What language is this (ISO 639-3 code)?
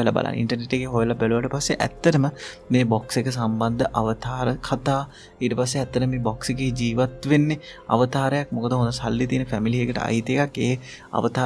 sin